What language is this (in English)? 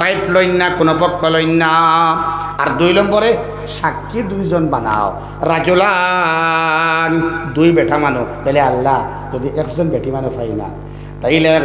Sylheti